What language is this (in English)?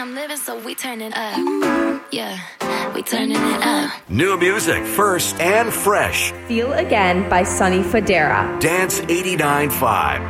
English